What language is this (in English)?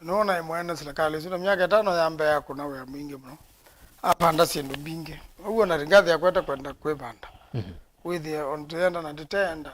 Kamba